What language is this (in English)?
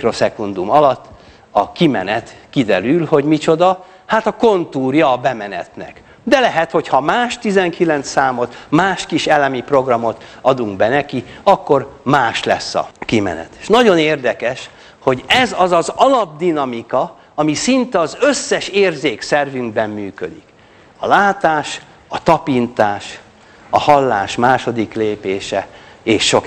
Hungarian